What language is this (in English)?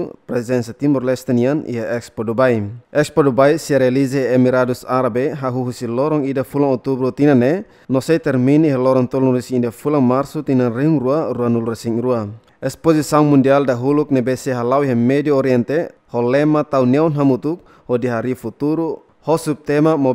Tetum